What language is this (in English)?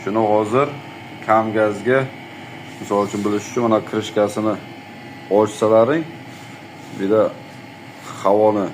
Uzbek